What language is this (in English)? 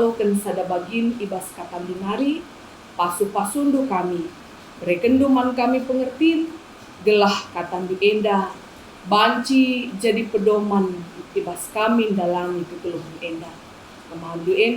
Batak Karo